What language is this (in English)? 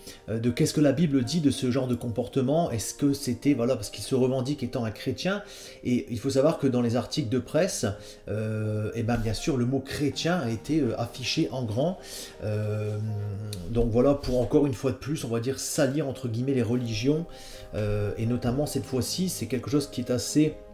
French